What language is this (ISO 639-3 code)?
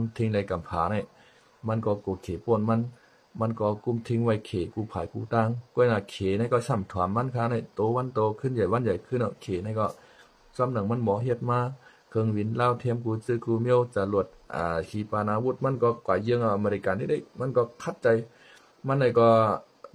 shn